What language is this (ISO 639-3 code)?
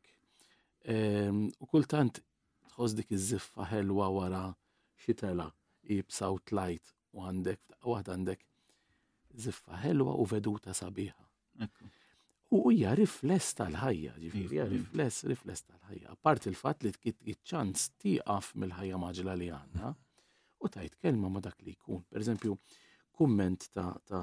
mlt